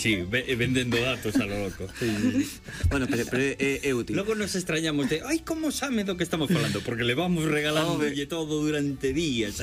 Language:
Galician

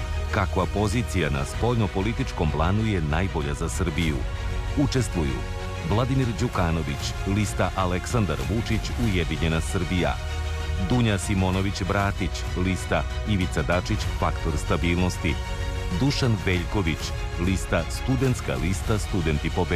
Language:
Serbian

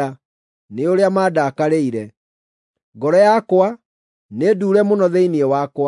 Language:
Kikuyu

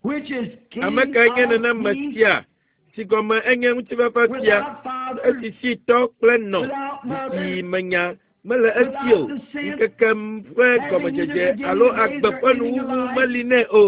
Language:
Ewe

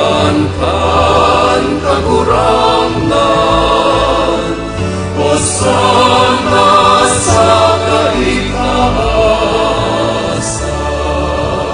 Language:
Bikol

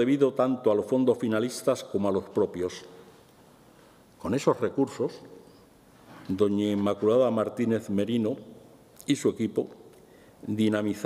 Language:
Spanish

